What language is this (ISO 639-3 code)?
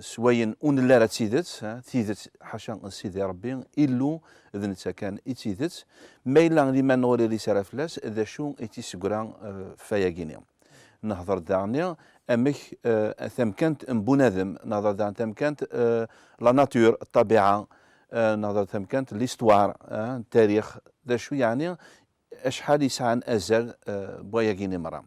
kab